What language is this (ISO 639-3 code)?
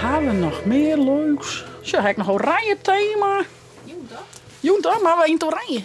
fry